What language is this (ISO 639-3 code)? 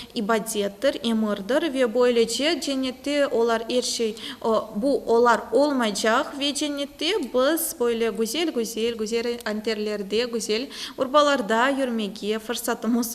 crh